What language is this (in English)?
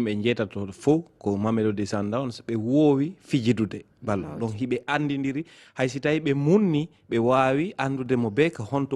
Fula